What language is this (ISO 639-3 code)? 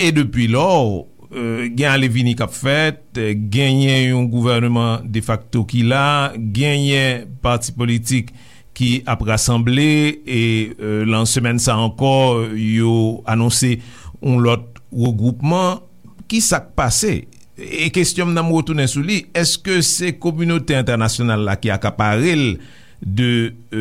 hat